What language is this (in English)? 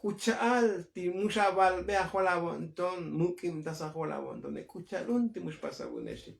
Tzotzil